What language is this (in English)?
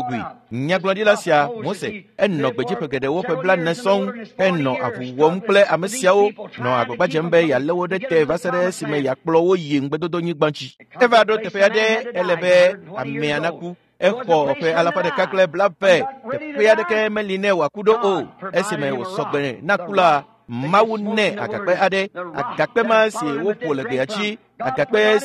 Ewe